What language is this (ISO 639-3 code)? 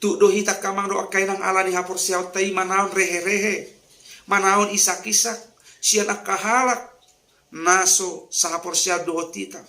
bbc